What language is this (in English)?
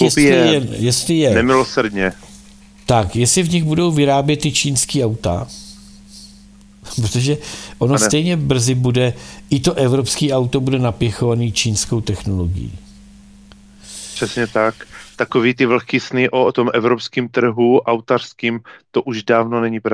Czech